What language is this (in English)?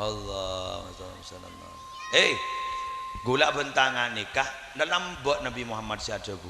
Madurese